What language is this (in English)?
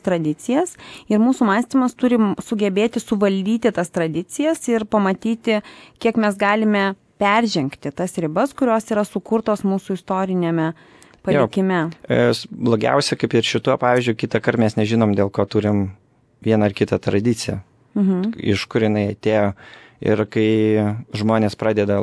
Lithuanian